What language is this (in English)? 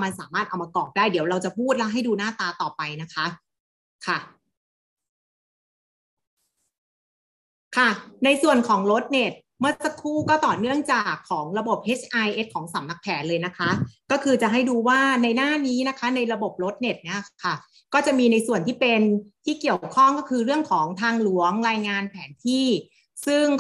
Thai